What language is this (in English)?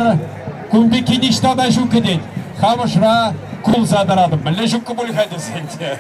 Chuvash